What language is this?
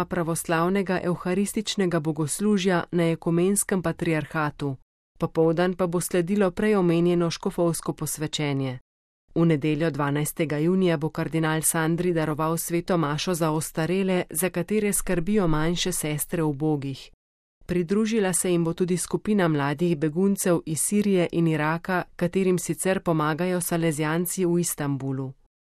Slovenian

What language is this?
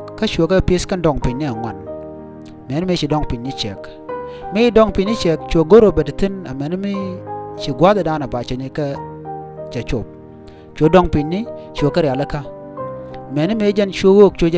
Nuer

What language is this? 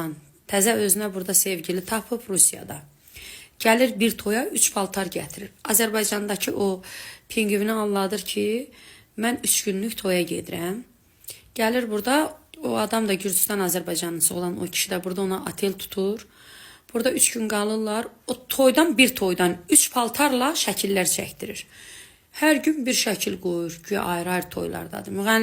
Azerbaijani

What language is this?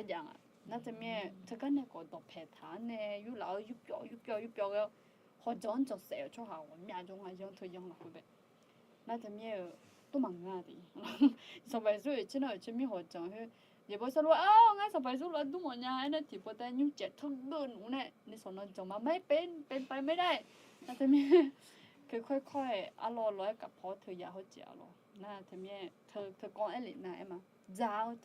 Akha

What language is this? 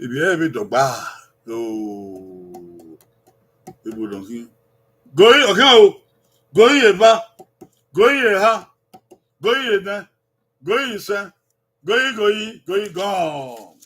Bini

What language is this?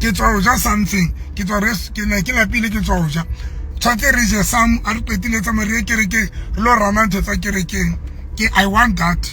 Southern Sotho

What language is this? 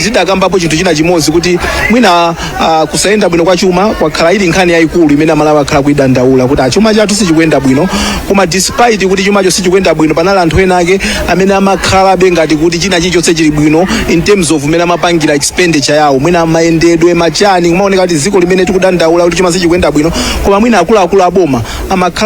Nyanja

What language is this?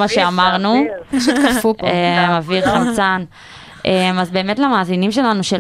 Hebrew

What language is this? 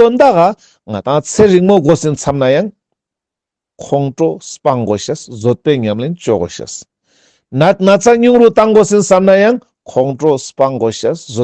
Ladakhi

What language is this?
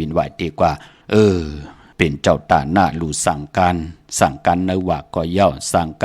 Shan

